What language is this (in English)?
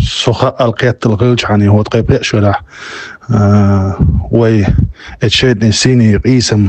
Chechen